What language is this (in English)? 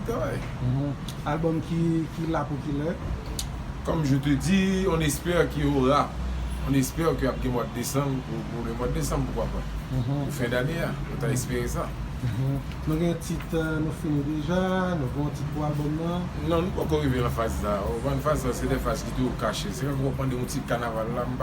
Haitian Creole